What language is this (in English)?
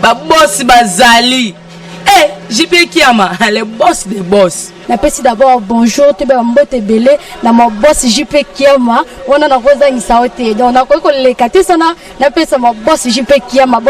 Lingala